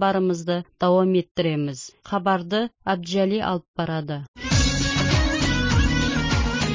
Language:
Kazakh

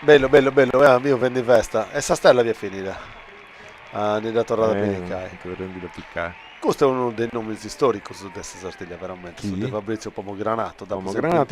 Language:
Sardinian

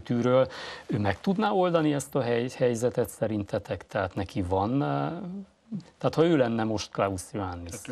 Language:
Hungarian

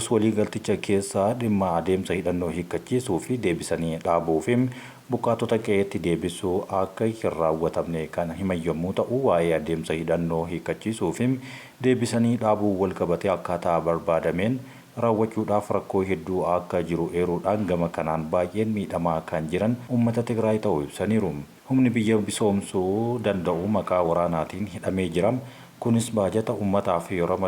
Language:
Oromo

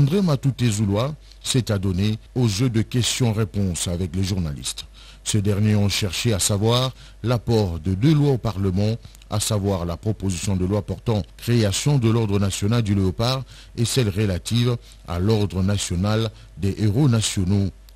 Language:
French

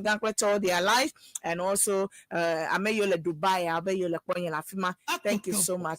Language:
Ewe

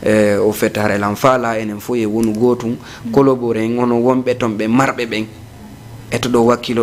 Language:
Fula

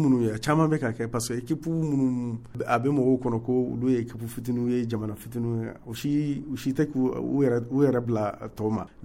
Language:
Bambara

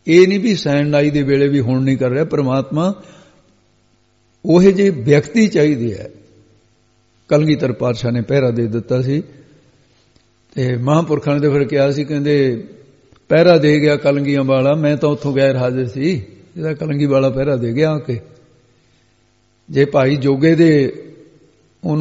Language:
Punjabi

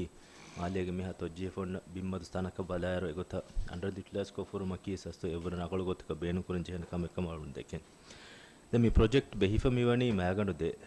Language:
Divehi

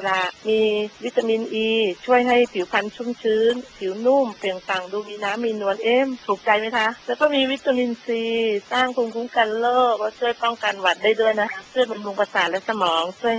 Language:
Thai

